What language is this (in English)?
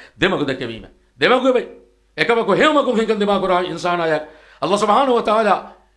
Divehi